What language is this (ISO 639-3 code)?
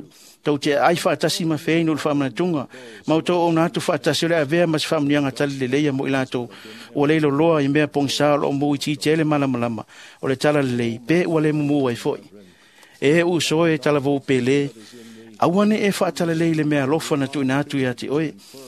smo